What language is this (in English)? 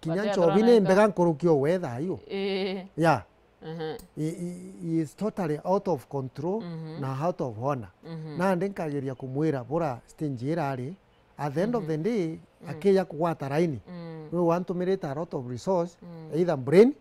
Meru